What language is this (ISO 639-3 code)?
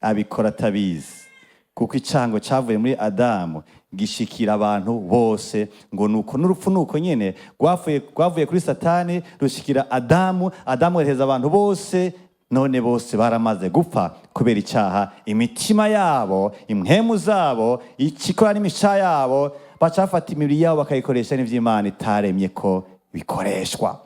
run